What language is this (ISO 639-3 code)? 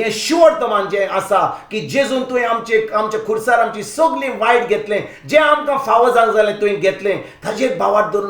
kok